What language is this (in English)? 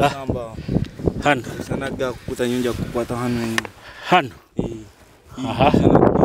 Nyoro